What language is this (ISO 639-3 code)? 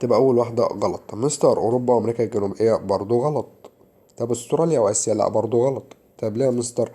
arz